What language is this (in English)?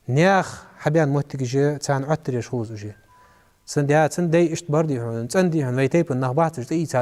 Ingush